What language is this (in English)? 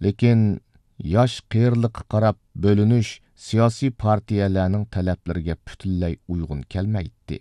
Uyghur